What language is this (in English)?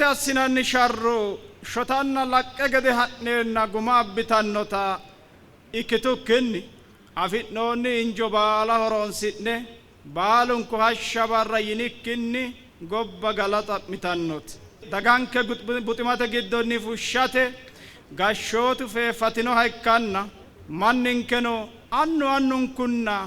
Sidamo